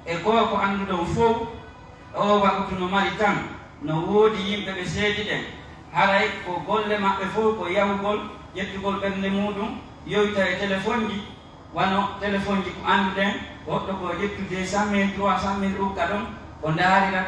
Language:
Pular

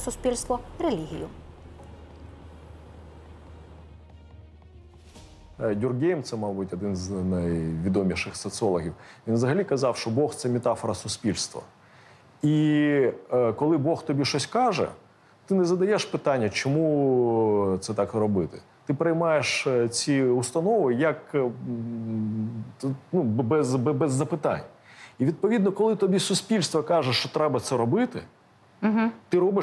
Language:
Ukrainian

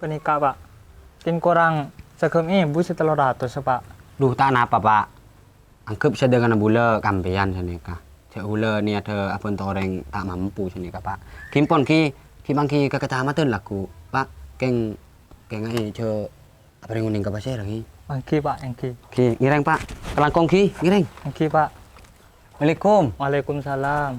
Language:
Madurese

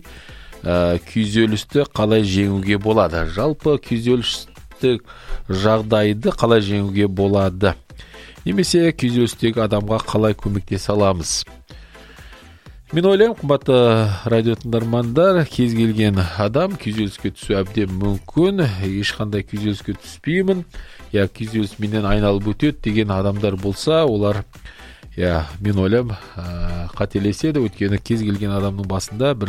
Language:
Kazakh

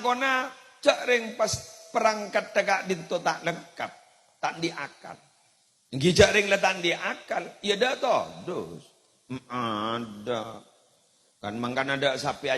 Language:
Madurese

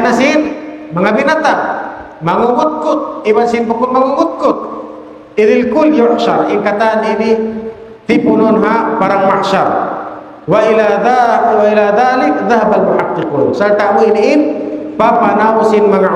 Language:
Tausug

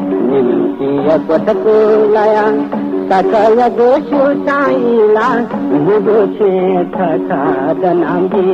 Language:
Newari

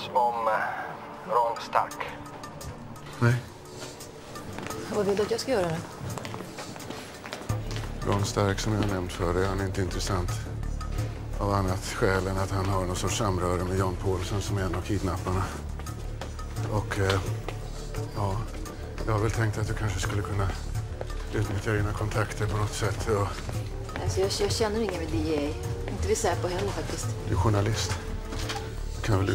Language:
Swedish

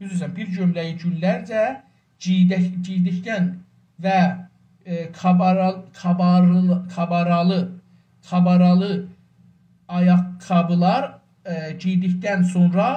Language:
South Azerbaijani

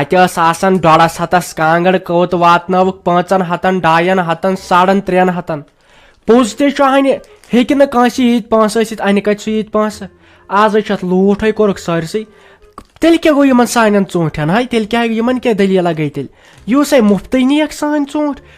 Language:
Kashmiri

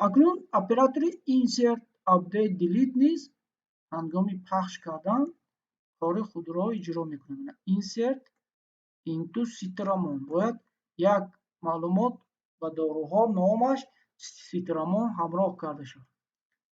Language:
Tajik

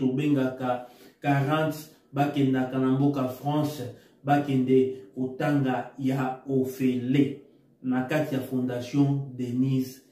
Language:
Lingala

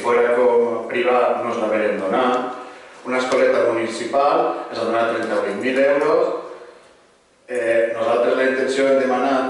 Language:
Catalan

